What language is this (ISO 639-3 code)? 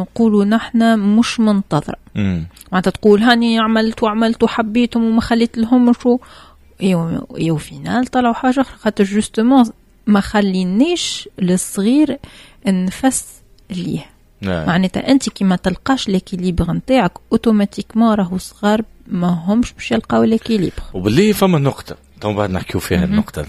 aeb